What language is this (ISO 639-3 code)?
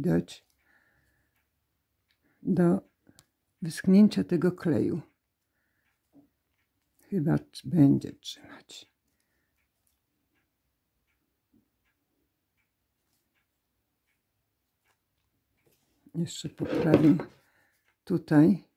pol